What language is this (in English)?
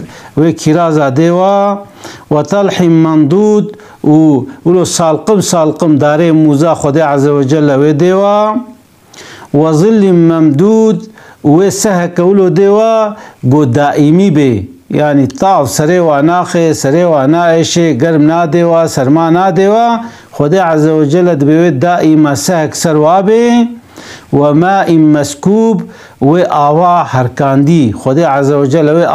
Kurdish